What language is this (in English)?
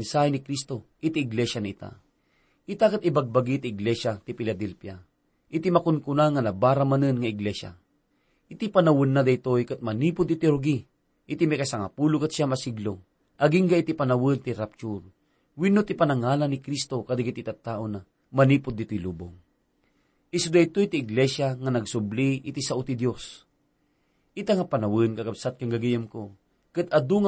Iloko